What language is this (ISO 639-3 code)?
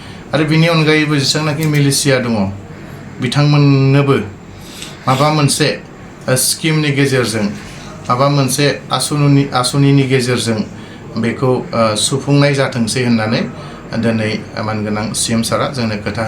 brx